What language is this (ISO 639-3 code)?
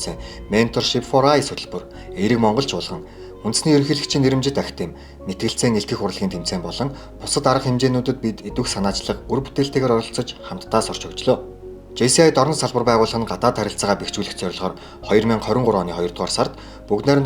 mon